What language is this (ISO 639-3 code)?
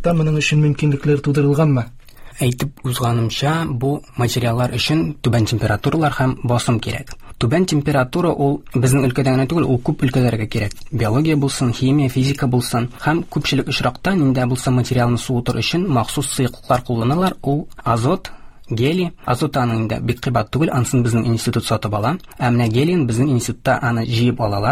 tat